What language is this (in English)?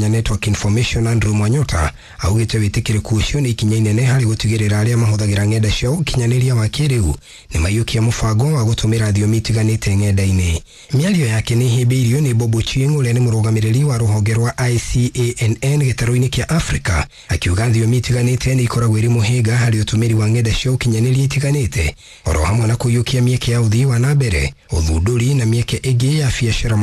Kikuyu